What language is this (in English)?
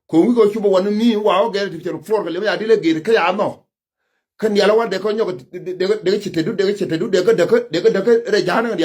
Nuer